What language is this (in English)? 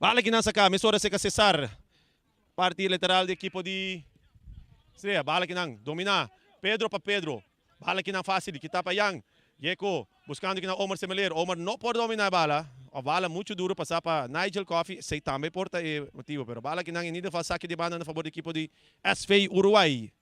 Papiamento